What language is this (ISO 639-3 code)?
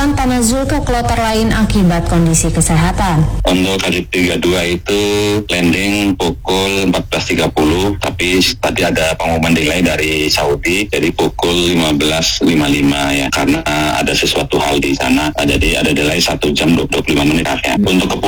ind